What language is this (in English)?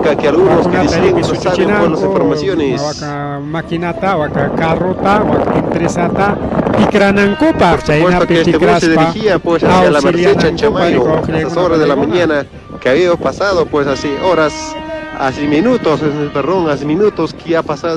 Ayacucho Quechua